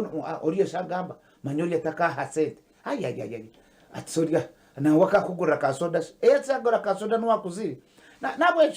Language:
Nyankole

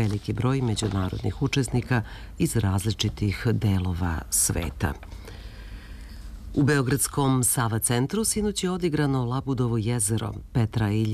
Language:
Serbian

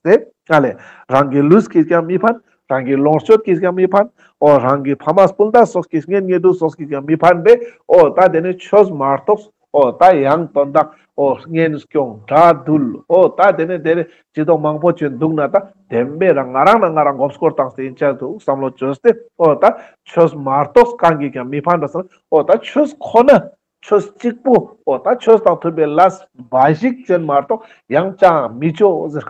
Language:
Ladakhi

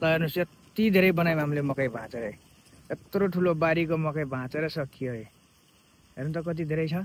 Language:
Nepali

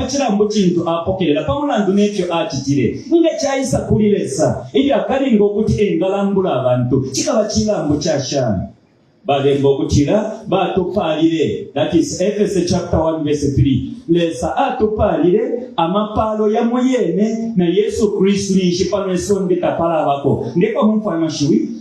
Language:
Bemba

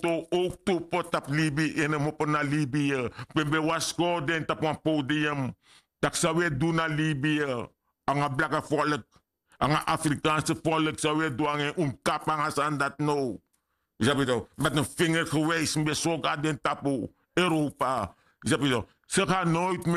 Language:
Sranan Tongo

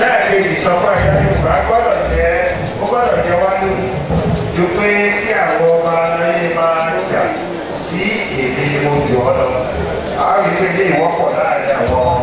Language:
Yoruba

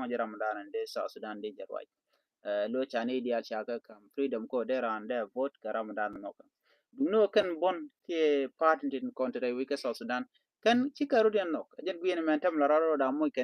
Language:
Nuer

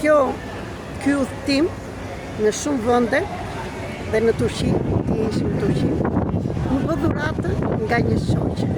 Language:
Albanian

